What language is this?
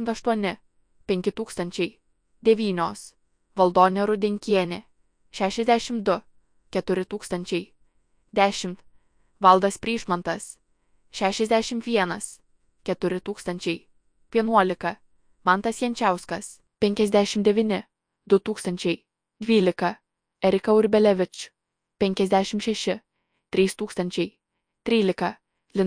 Lithuanian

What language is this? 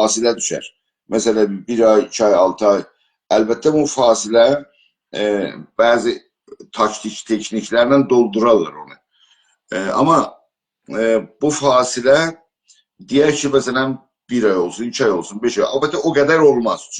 South Azerbaijani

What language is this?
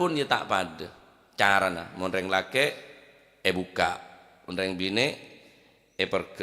Madurese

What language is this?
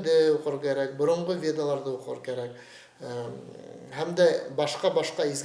Bashkir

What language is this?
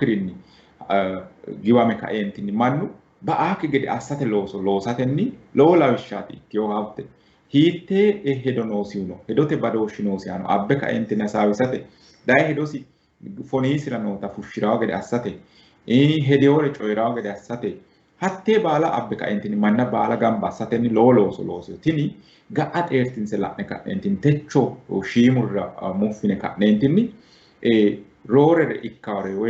Sidamo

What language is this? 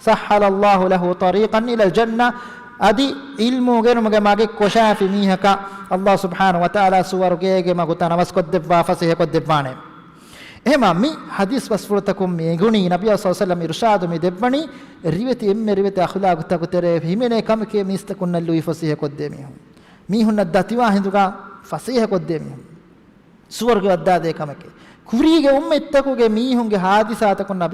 Divehi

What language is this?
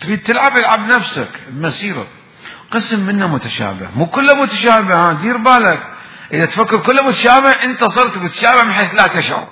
Mesopotamian Arabic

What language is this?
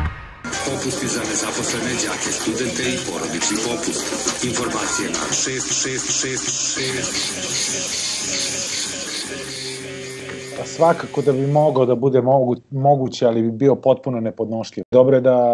Serbian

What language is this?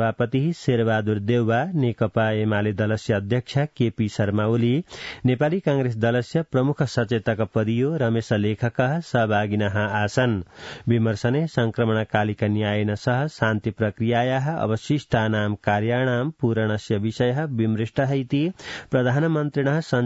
Sanskrit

